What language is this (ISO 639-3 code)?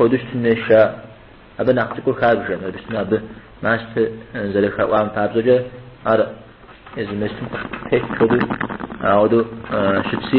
kbd